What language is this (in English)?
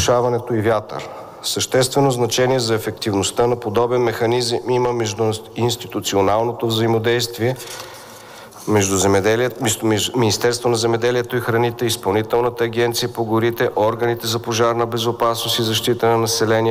Bulgarian